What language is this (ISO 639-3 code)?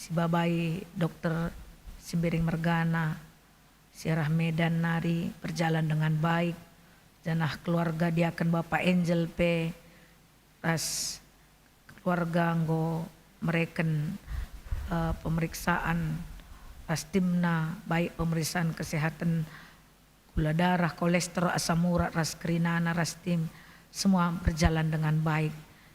btx